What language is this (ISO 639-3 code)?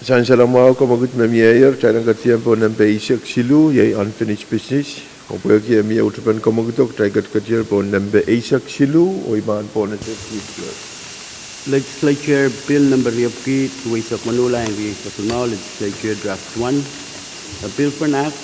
pon